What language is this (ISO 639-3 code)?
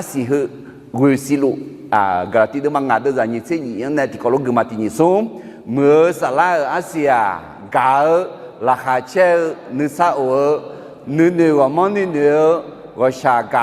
ahk